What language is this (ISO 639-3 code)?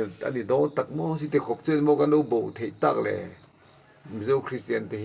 lus